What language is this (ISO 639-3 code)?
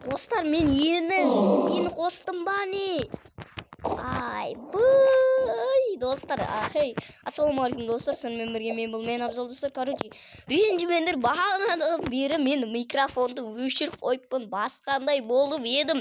kaz